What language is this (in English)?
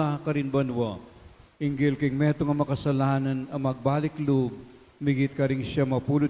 Pampanga